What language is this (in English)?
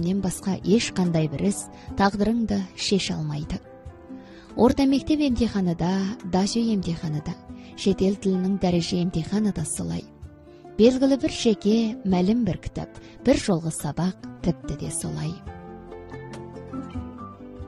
Kazakh